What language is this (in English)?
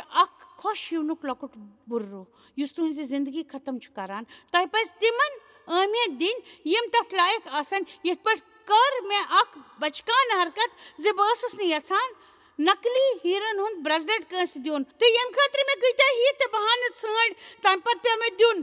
Kashmiri